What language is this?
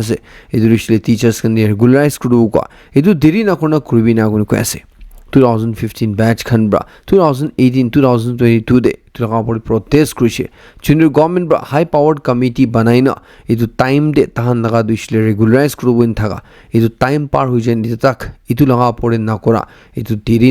Naga Pidgin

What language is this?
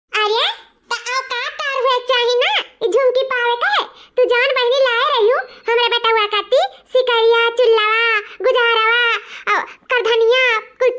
Awadhi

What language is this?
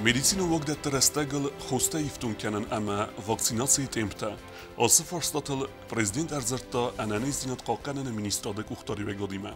Ossetic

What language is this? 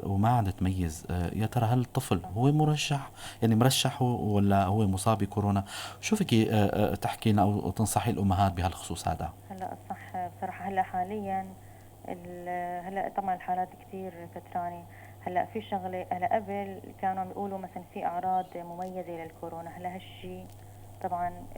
North Levantine Arabic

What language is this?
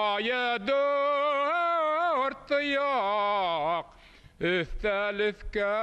Bashkir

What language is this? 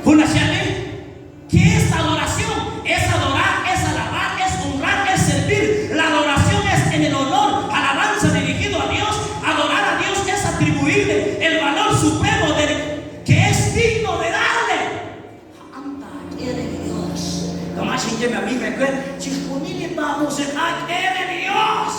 Kekchí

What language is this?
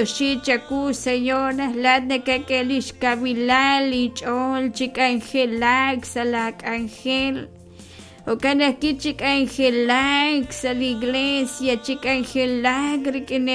Kekchí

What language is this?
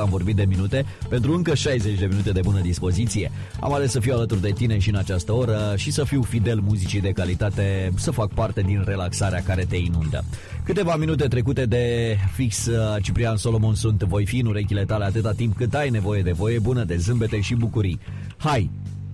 Romanian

